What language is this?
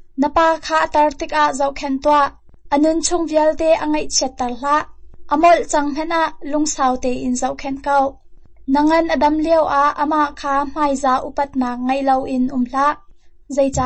Hakha Chin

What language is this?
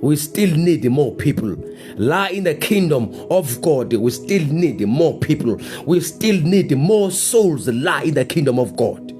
Zulu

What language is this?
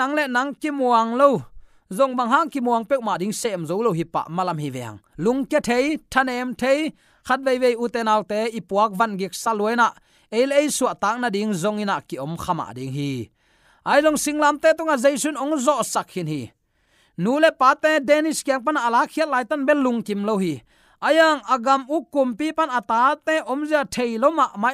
Tedim Chin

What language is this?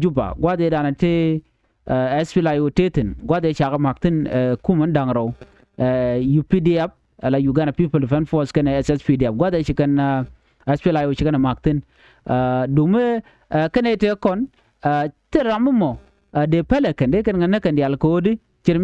Nuer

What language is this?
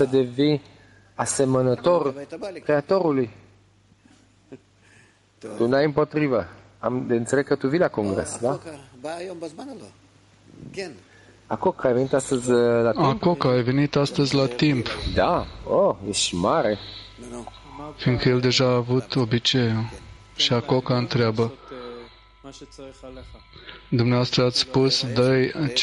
Romanian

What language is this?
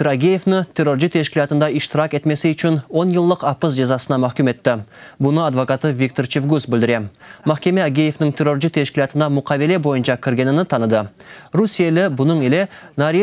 Crimean Tatar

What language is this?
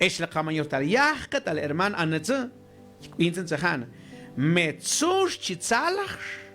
Mam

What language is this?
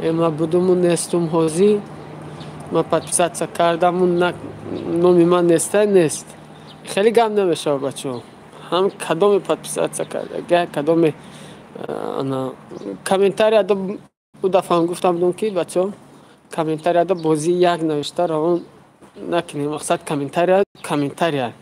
Tajik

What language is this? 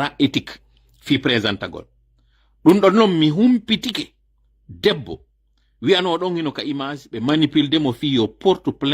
Pular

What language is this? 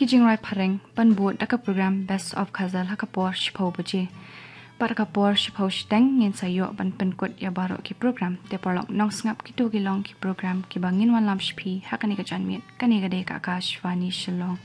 Khasi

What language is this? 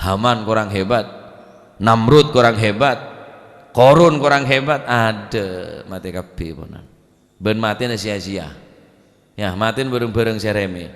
Madurese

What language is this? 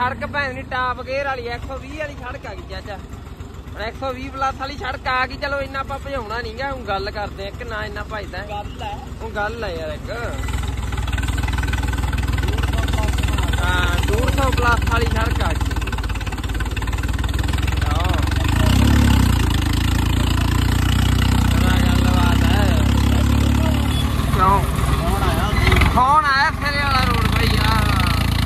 Punjabi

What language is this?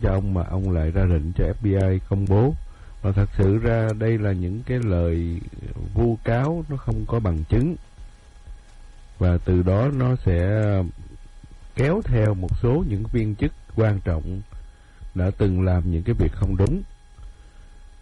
Vietnamese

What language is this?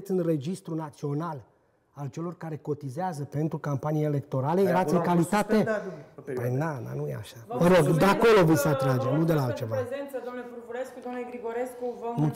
Romanian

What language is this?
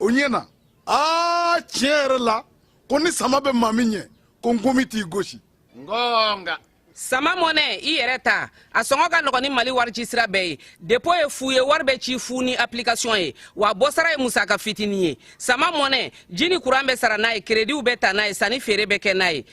Bambara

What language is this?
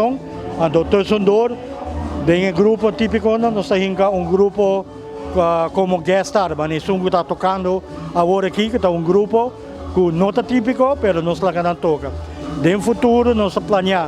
Papiamento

